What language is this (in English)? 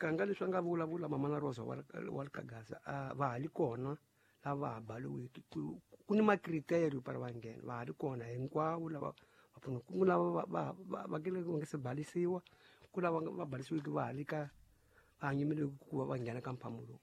Tsonga